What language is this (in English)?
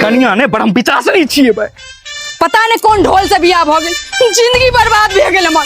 Maithili